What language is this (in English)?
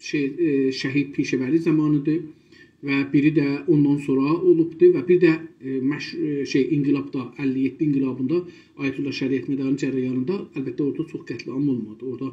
South Azerbaijani